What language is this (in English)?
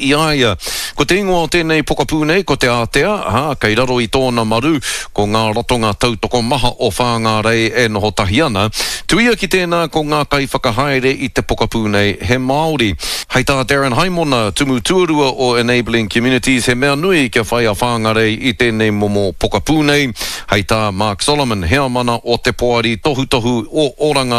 Māori